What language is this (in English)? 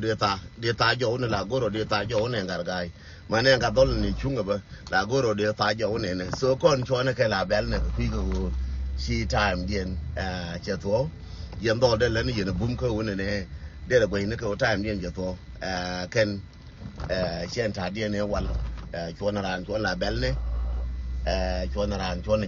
Nuer